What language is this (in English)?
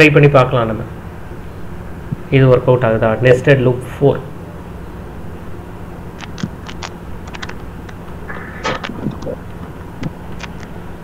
Tamil